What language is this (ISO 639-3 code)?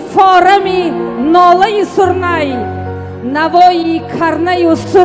tgk